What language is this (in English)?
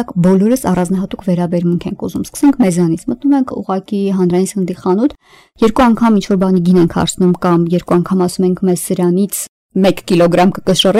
Armenian